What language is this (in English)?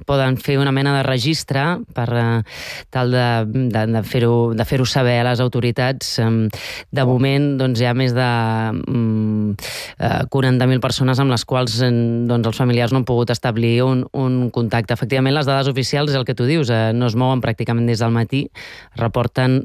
Catalan